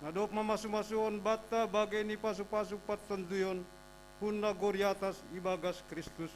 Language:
Batak Simalungun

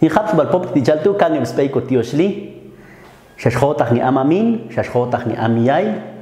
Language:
Popti'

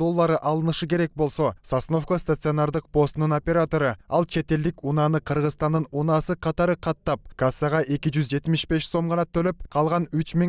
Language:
Kyrgyz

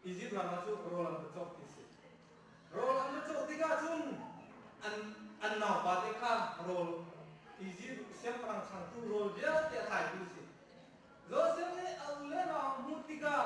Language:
Hakha Chin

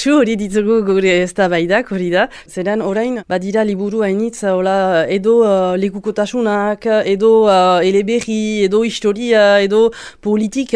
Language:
Basque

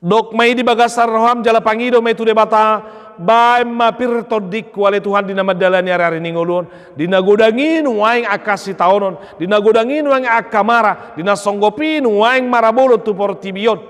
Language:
Batak Toba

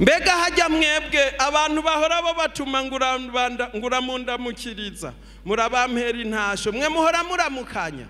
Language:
Rundi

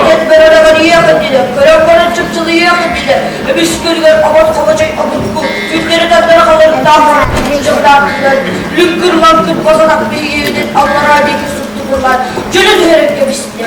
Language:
Yakut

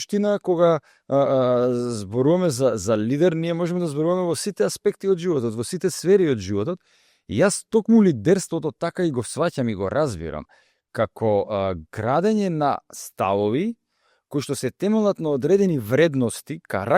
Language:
Macedonian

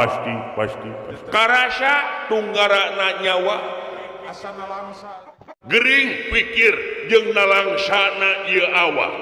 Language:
Sundanese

